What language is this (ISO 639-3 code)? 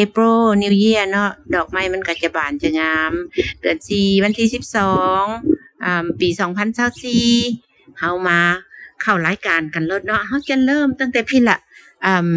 lao